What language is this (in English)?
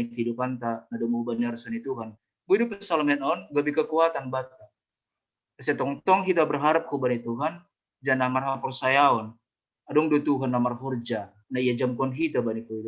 Batak Simalungun